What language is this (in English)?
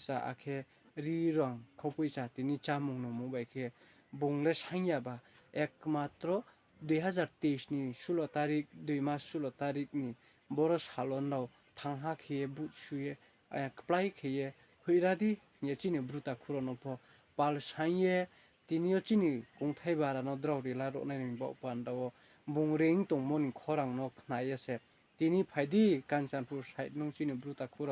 Riang (India)